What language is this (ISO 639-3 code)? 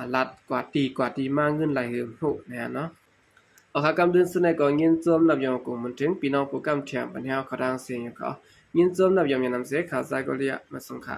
shn